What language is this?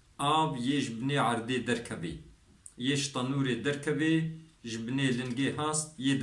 Kurdish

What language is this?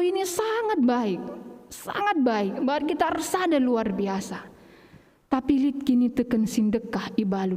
Batak Karo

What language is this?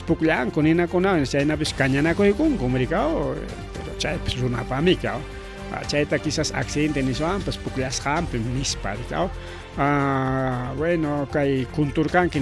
Ayacucho Quechua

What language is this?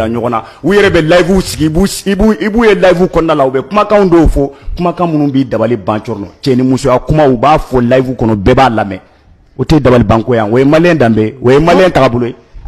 Bambara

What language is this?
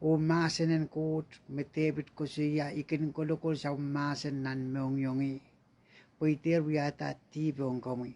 Pohnpeian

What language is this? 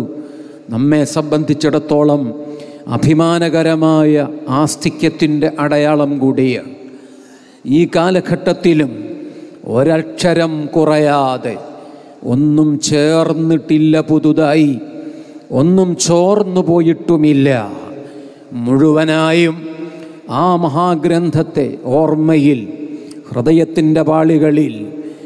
Malayalam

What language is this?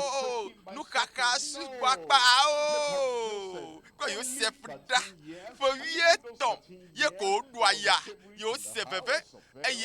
Ewe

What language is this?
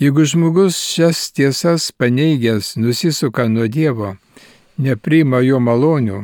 Lithuanian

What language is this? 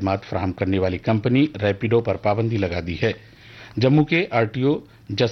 Urdu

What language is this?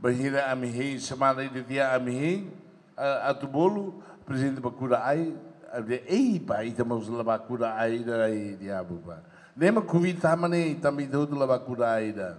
Tetum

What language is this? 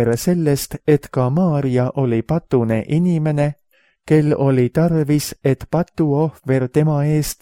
Estonian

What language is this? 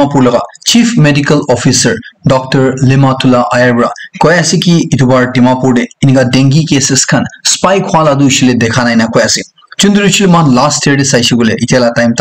Naga Pidgin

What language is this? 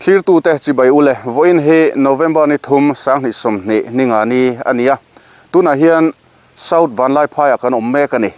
Mizo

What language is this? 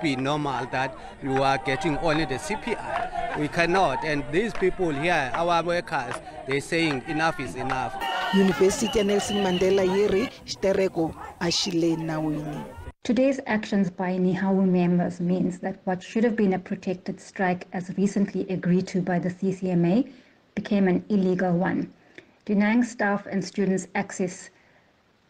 Tsonga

